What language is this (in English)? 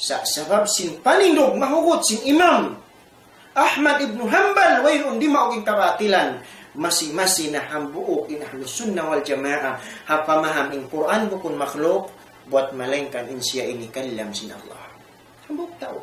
Tausug